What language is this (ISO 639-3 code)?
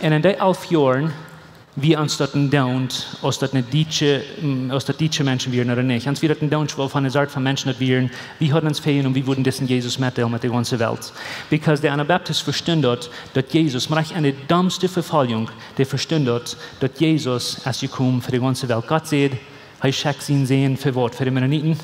pdt